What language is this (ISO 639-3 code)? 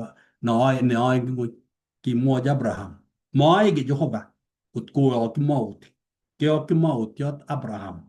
kln